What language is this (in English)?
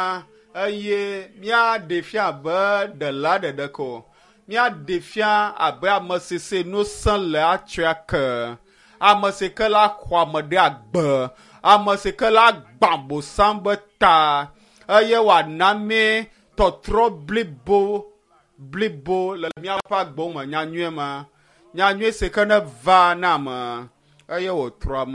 Ewe